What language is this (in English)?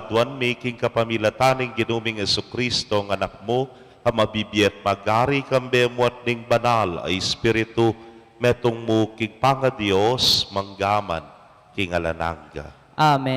Pampanga